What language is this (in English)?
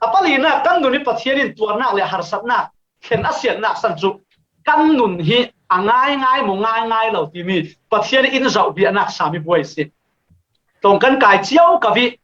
Falam Chin